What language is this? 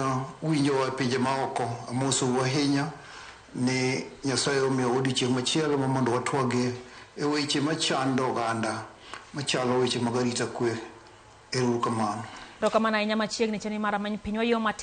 Luo (Kenya and Tanzania)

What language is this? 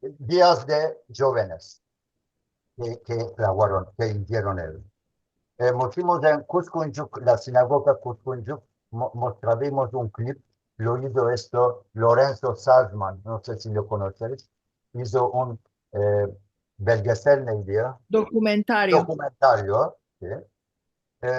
Ladino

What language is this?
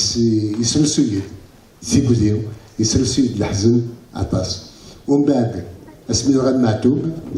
Kabyle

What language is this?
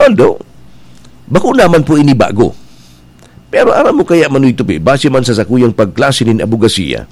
Bikol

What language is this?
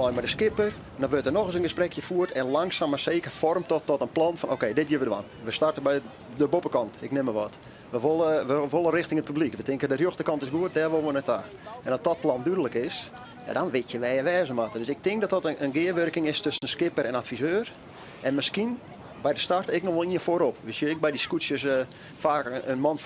Western Frisian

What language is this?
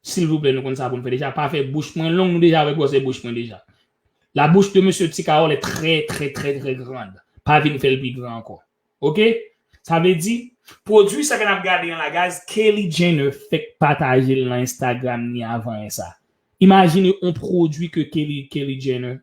Haitian Creole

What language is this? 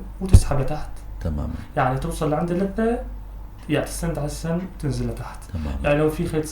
North Levantine Arabic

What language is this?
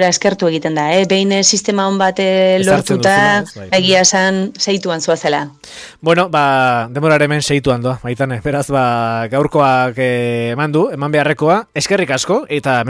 Basque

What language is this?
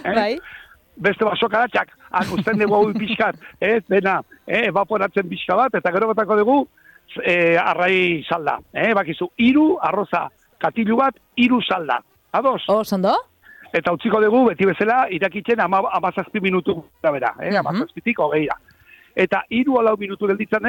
Basque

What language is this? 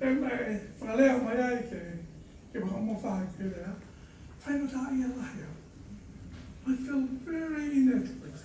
Tongan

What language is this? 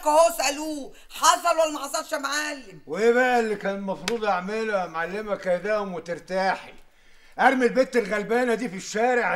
Egyptian Arabic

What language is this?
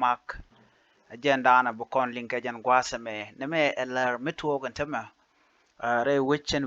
Nuer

